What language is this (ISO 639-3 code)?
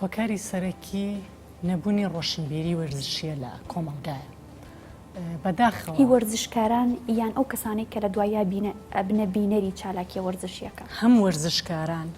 ckb